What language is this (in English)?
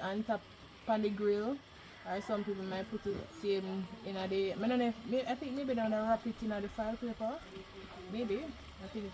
Jamaican Creole English